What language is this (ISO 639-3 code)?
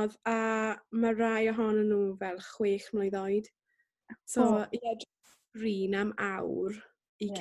cym